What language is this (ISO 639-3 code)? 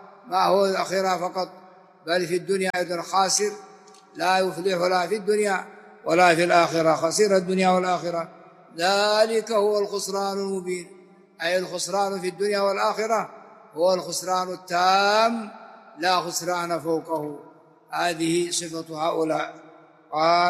ara